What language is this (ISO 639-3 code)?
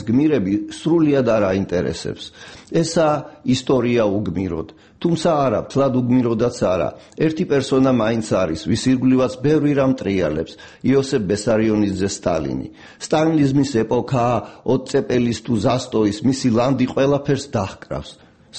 kat